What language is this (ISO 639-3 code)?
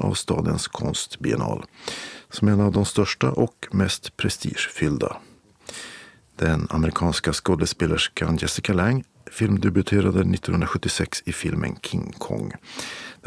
swe